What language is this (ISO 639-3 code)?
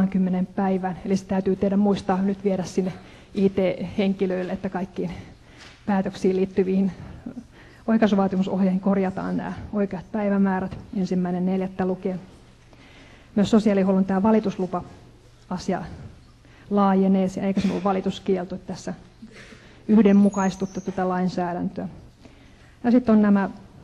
fin